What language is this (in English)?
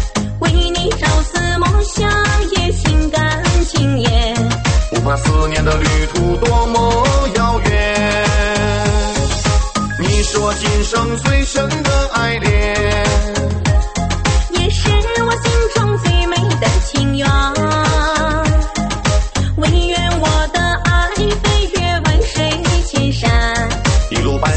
Chinese